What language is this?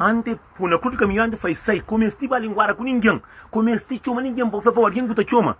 Kabuverdianu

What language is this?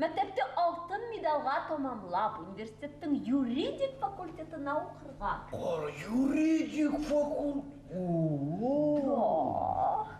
Bashkir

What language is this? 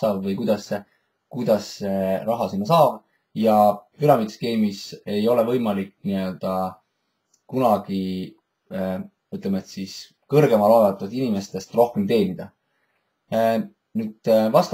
Estonian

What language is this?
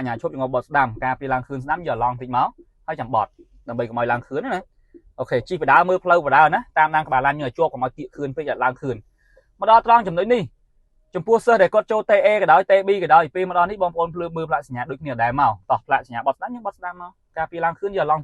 Khmer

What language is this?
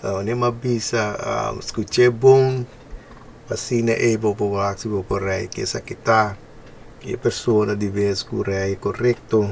Papiamento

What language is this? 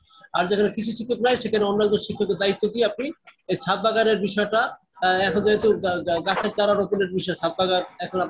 Bangla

